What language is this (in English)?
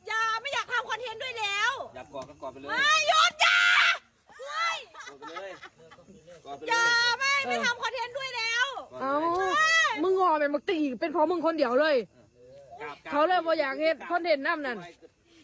Lao